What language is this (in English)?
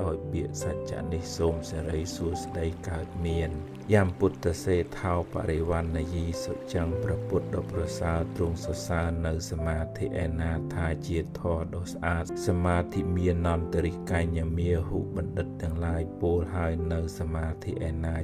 Khmer